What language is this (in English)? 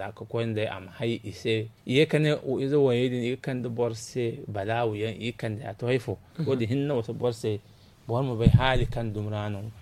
Zarma